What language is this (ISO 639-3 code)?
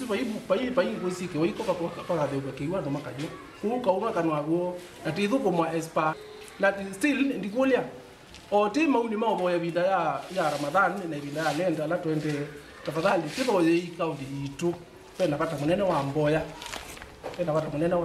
kam